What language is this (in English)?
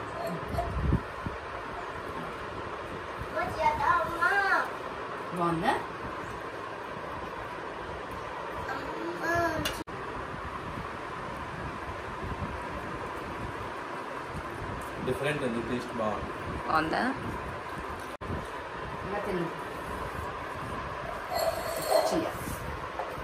Telugu